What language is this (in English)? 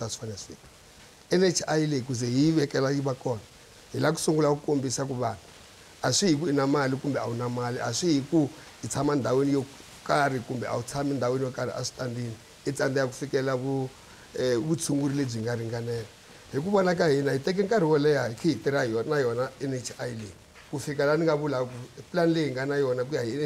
Tsonga